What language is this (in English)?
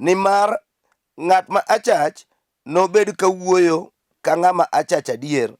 Luo (Kenya and Tanzania)